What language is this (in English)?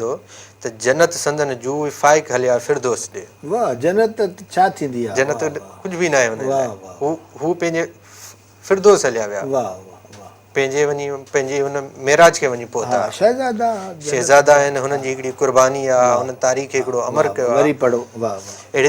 Sindhi